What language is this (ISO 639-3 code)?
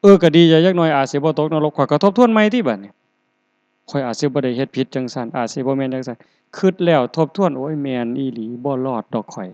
tts